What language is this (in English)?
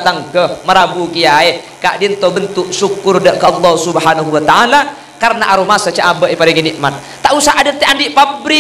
Madurese